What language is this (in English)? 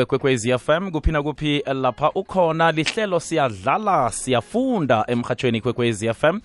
South Ndebele